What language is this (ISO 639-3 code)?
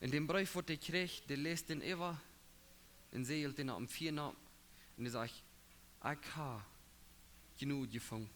pdt